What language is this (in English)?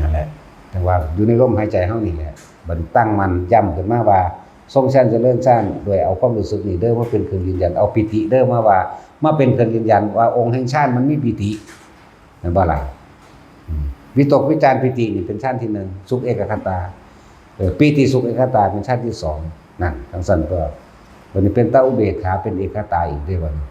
Northeastern Thai